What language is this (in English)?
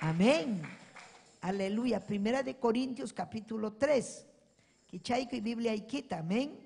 Ayacucho Quechua